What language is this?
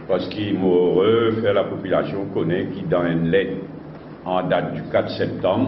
Morisyen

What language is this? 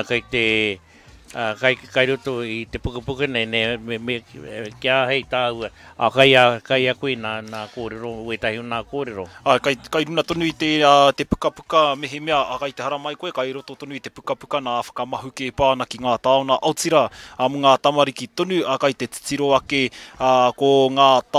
Māori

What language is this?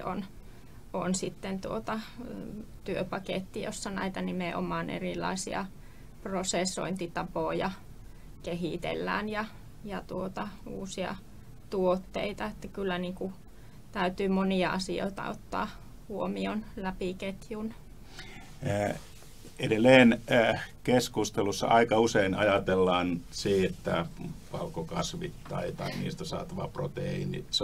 Finnish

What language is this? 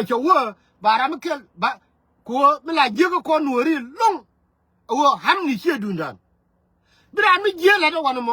Nuer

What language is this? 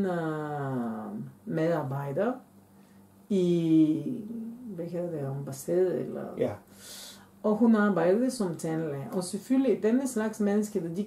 Danish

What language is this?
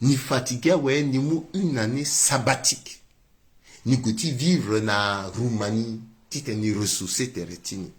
Sango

